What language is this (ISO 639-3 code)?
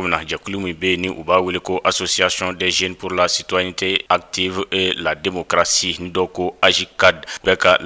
bam